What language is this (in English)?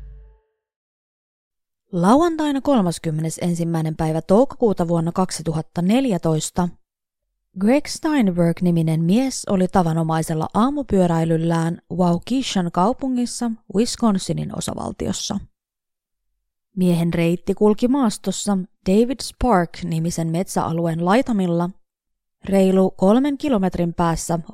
Finnish